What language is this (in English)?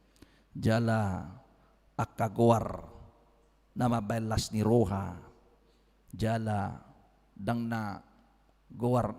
Batak Toba